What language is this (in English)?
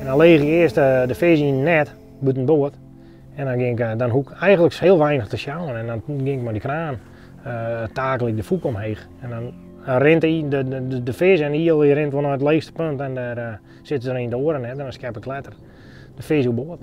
Western Frisian